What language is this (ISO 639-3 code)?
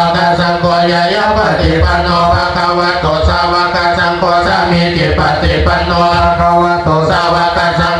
pli